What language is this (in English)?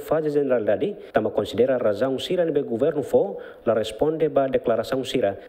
Tetum